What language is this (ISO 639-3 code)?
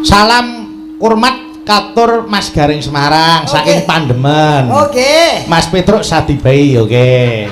jav